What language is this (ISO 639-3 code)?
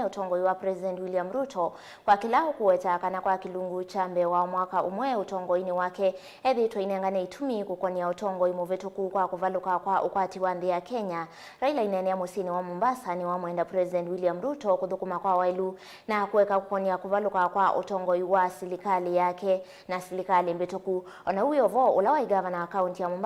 kam